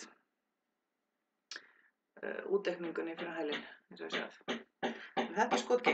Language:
Icelandic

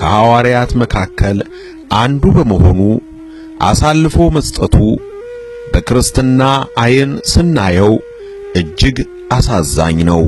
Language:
Amharic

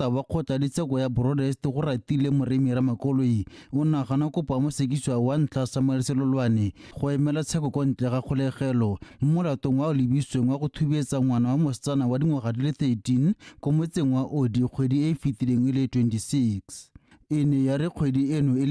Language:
Tswana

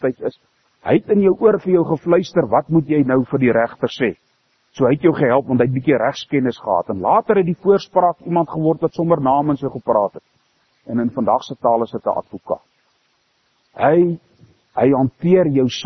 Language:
Afrikaans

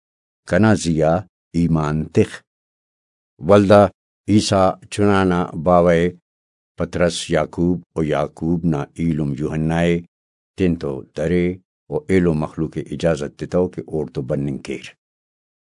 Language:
Brahui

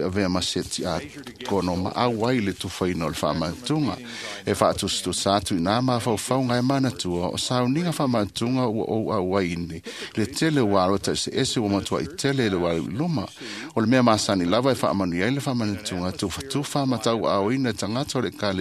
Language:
Samoan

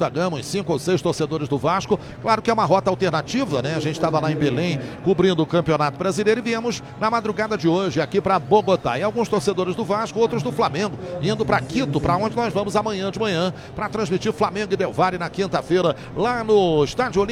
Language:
Portuguese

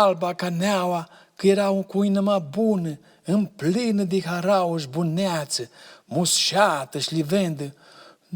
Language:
Aromanian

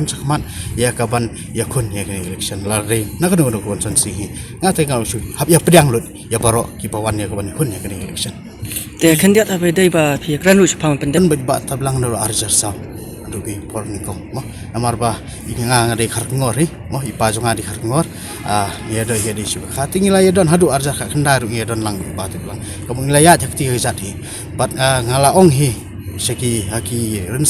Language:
Khasi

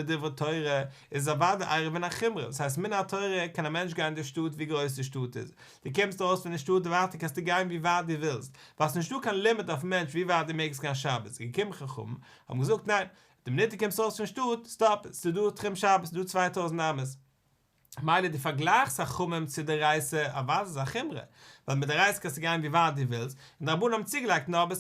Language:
Yiddish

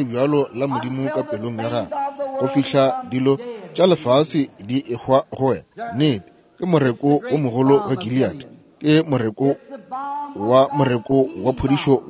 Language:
Northern Sotho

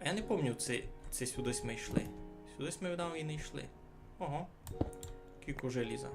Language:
Rusyn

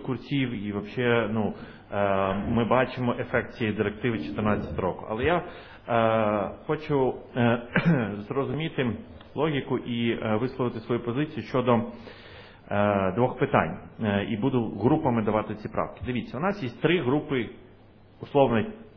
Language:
Ukrainian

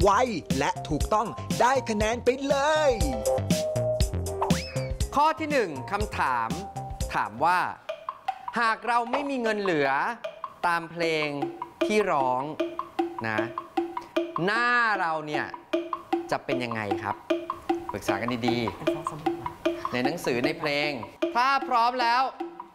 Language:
Thai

